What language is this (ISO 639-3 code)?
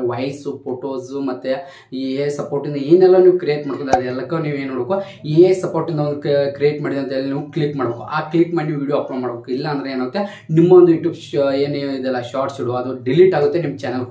kan